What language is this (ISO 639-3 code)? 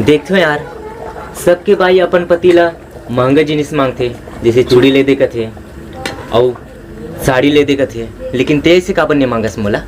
hne